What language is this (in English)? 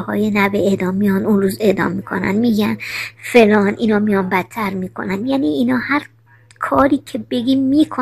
Persian